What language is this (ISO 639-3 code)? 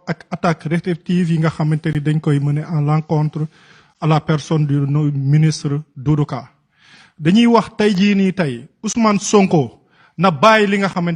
wol